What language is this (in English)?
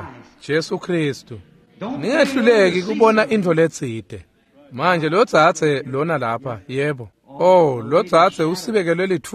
Swati